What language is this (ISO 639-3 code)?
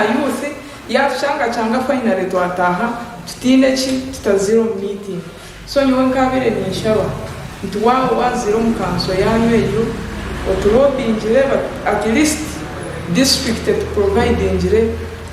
nyn